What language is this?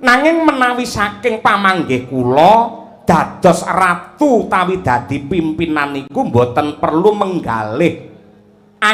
Javanese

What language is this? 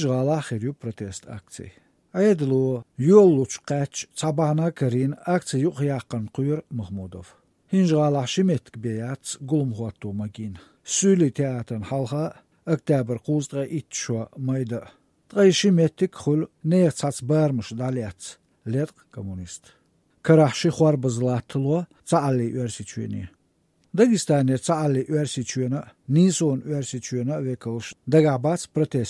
Chechen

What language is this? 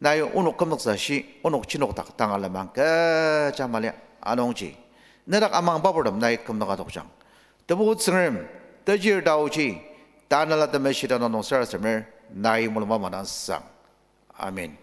Ao Naga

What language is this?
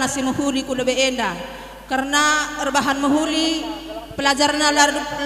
Batak Karo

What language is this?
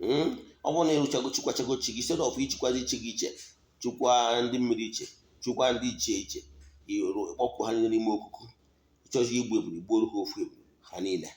Igbo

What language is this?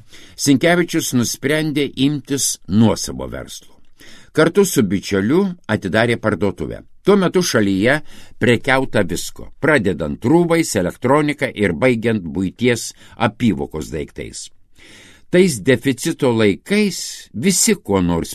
Lithuanian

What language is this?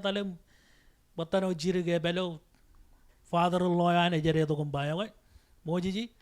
Marshallese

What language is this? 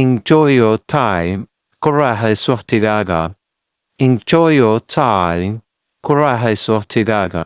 Somali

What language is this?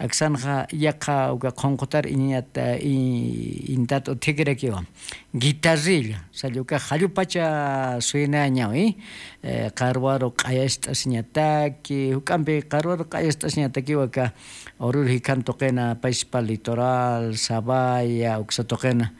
Aymara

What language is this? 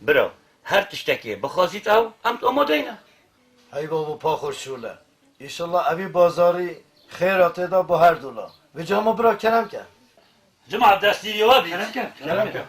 Kurdish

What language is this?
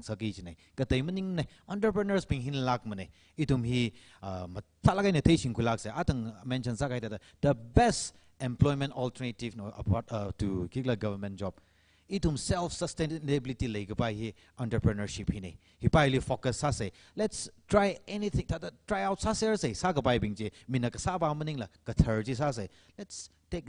Tangkhul Naga (India)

